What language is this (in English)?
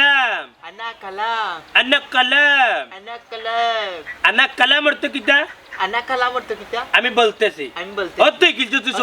Sylheti